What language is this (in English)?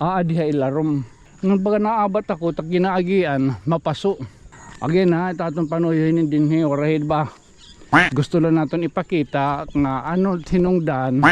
Waray